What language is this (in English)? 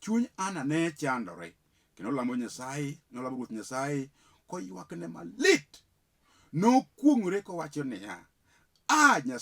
Luo (Kenya and Tanzania)